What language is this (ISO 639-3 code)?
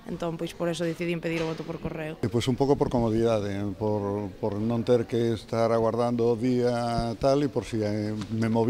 glg